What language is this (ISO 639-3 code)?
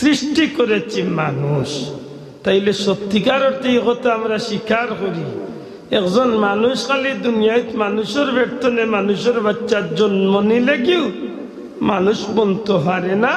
syl